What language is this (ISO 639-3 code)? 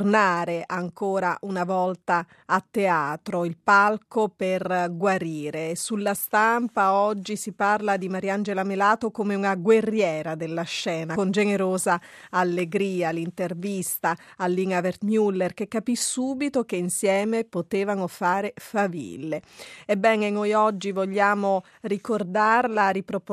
ita